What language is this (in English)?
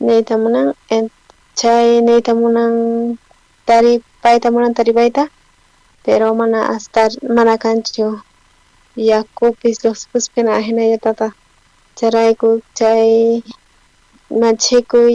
South Bolivian Quechua